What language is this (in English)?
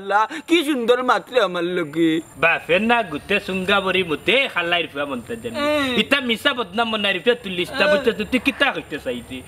Sylheti